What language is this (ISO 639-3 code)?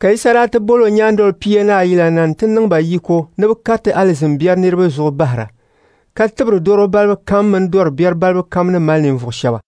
dag